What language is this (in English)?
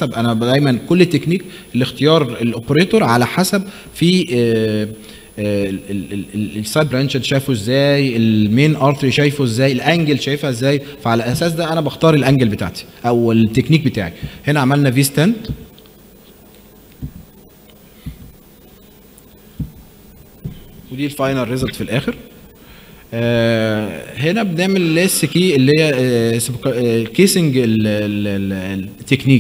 Egyptian Arabic